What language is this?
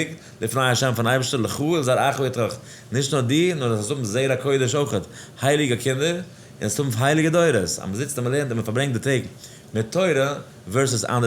Yiddish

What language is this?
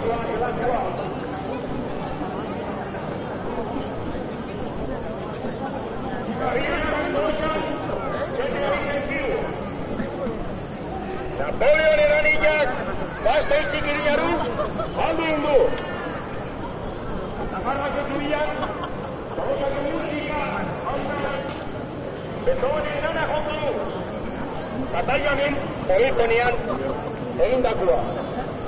Basque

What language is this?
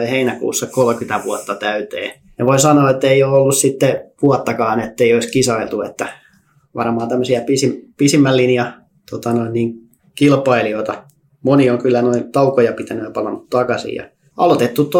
Finnish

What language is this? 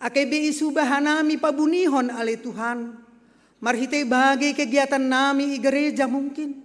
Batak Simalungun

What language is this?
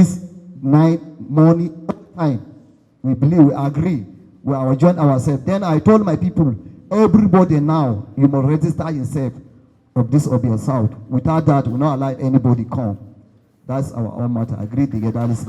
Nigerian Pidgin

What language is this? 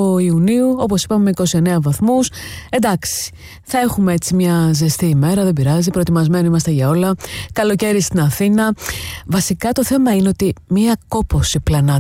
Greek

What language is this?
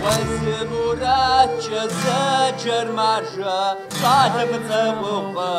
Kabardian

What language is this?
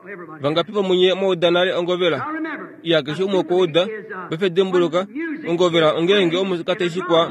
Kuanyama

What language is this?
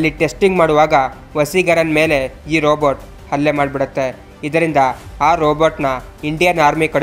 Kannada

